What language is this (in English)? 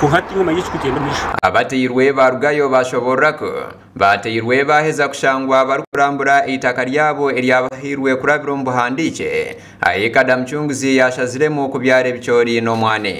Nyankole